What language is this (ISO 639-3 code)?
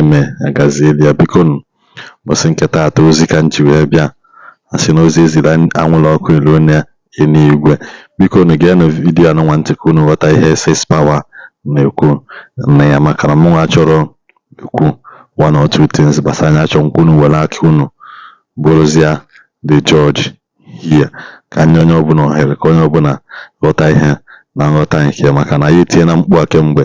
ibo